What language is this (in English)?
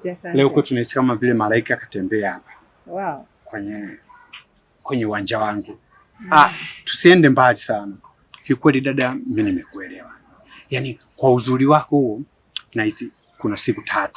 Swahili